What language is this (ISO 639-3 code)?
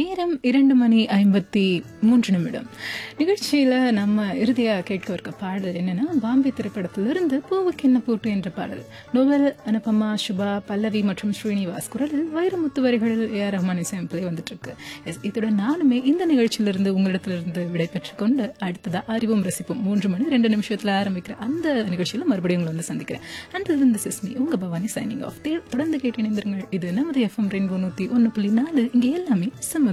tam